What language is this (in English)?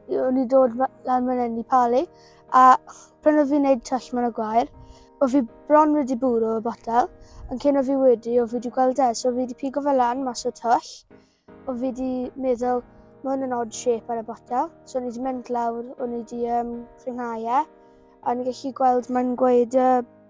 Welsh